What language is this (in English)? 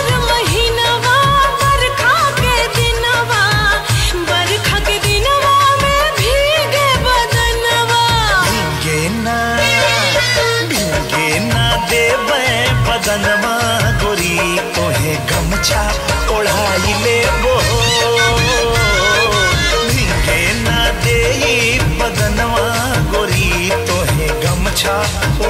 Bhojpuri